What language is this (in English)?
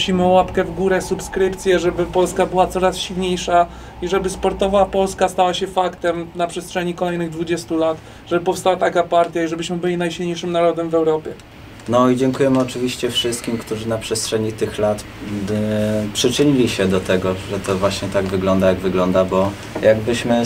Polish